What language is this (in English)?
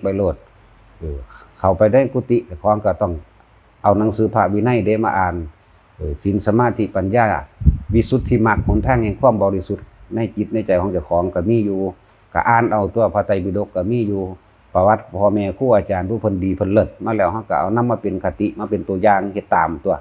Northeastern Thai